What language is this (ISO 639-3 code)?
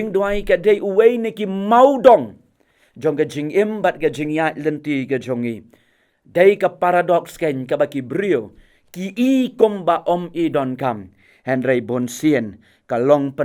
kha